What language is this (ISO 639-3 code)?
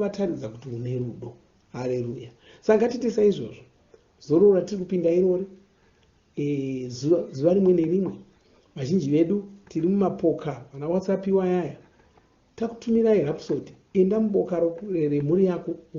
sna